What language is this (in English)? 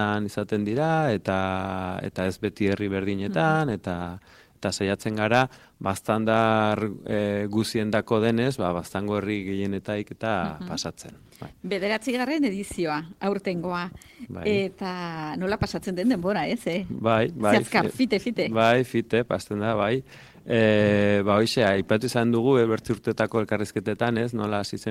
Basque